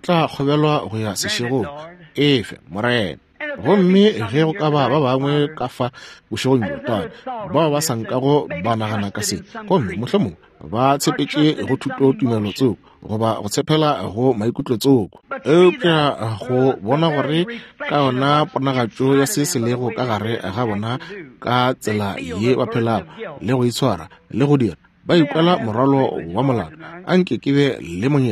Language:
Northern Sotho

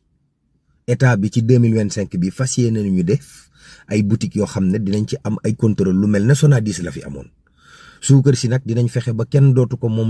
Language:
Wolof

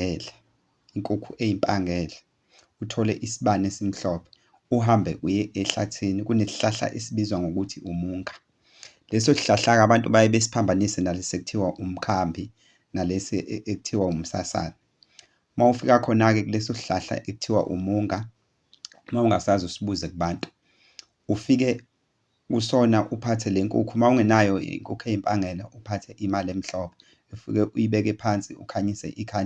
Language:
Zulu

